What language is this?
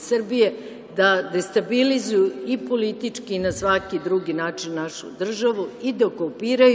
Serbian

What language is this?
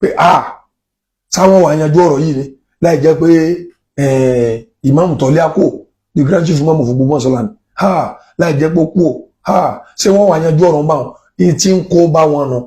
Yoruba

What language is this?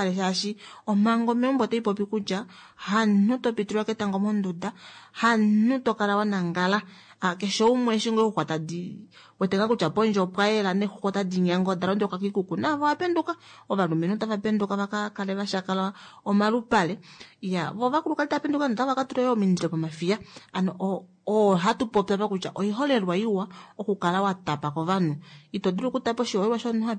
Kuanyama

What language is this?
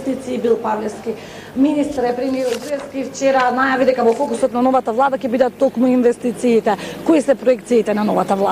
Macedonian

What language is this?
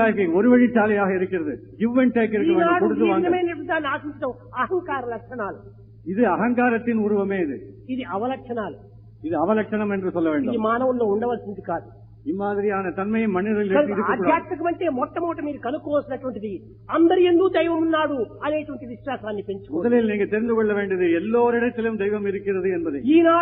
Tamil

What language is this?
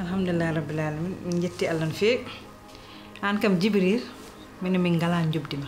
Fula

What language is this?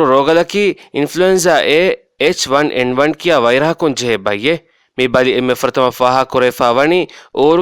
Divehi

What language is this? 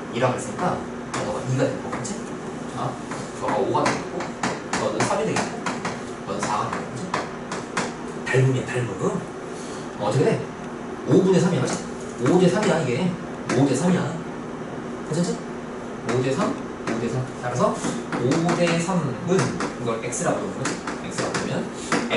Korean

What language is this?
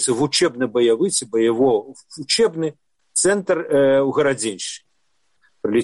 Belarusian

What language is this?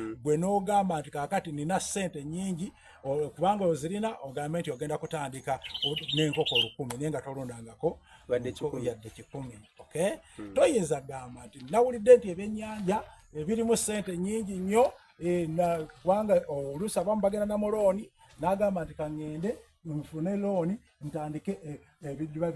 Soga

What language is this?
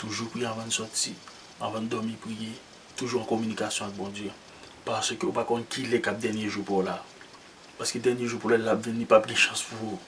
Haitian Creole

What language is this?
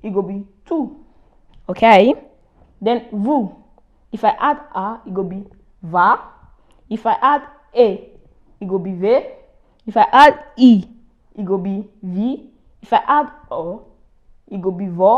Nigerian Pidgin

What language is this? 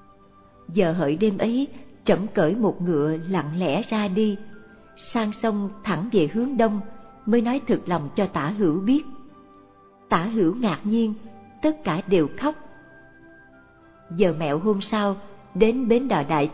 Vietnamese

